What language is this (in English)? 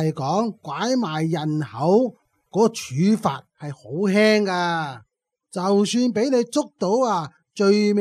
Cantonese